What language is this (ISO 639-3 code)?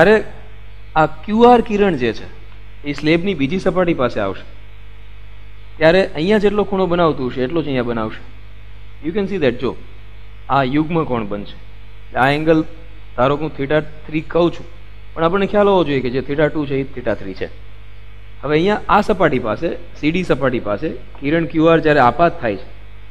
guj